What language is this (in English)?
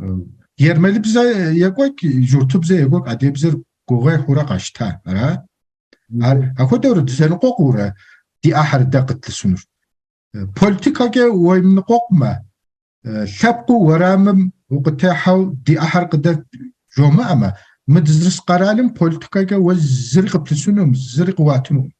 Kabardian